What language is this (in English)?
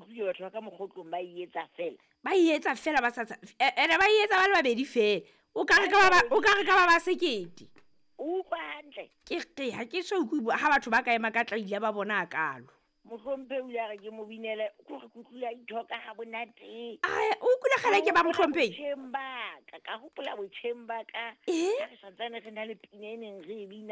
Southern Sotho